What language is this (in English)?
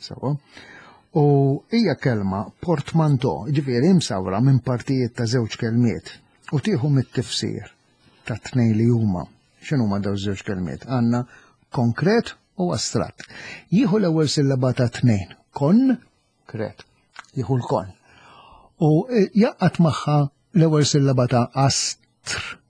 Maltese